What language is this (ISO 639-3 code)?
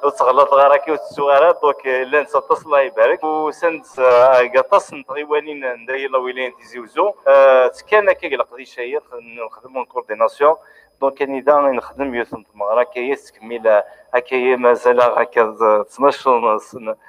kab